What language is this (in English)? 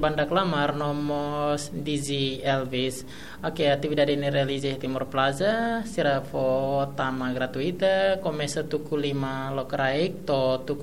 Tetum